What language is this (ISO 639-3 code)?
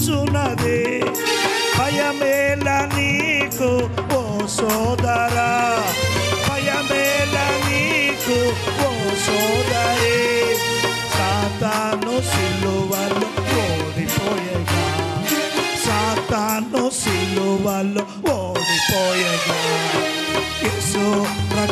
tel